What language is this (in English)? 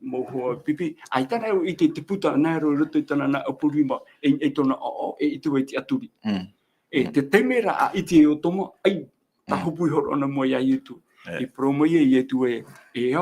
Tahitian